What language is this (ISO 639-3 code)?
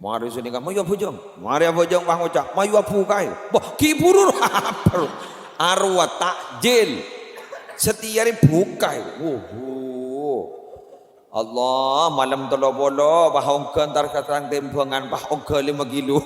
mad